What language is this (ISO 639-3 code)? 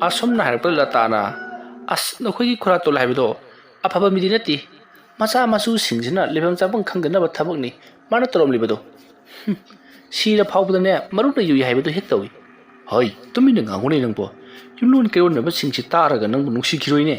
mni